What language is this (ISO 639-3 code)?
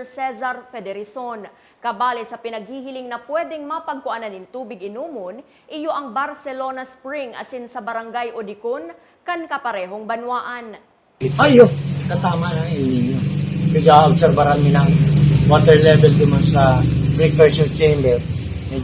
bik